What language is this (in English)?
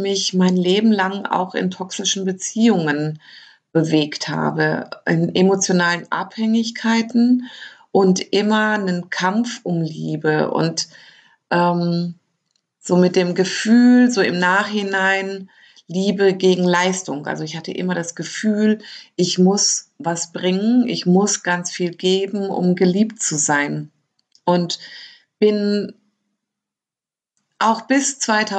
German